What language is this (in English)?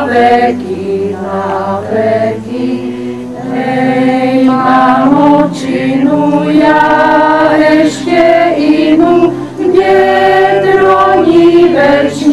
Slovak